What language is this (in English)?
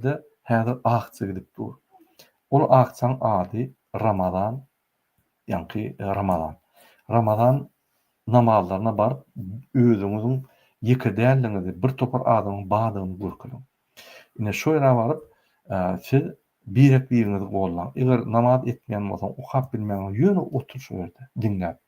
Turkmen